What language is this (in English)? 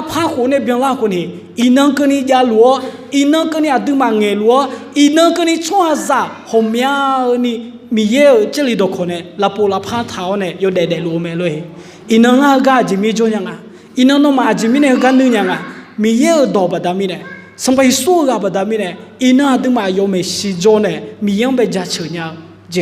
Akha